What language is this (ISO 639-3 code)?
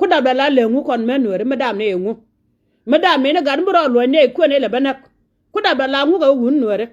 nus